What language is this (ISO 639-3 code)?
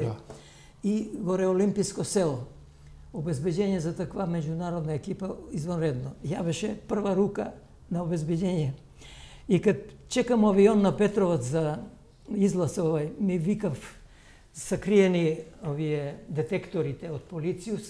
mkd